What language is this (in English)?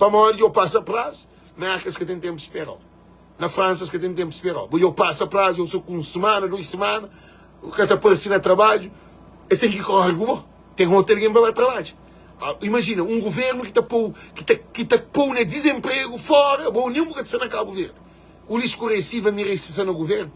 Kabuverdianu